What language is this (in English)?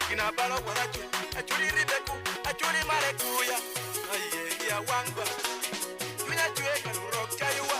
Acoli